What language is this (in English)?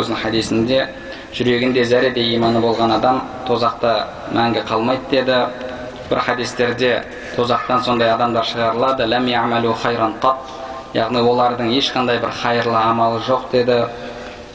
Kazakh